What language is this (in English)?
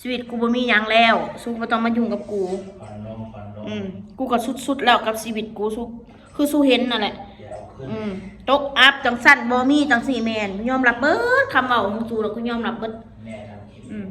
Northeastern Thai